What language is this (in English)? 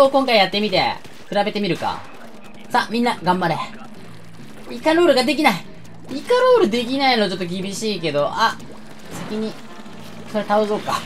Japanese